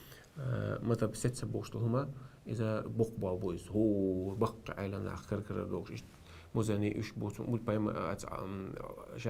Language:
Chechen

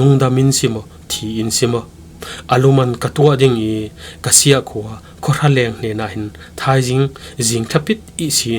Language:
Falam Chin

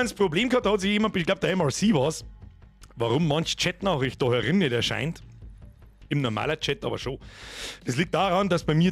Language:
Bavarian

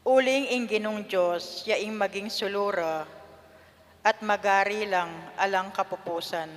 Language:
Pampanga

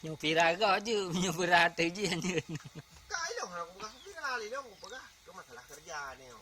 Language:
Achinese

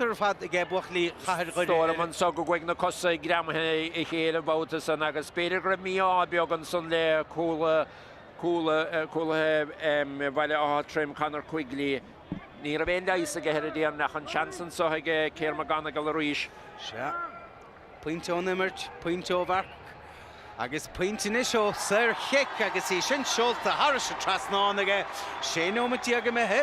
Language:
Irish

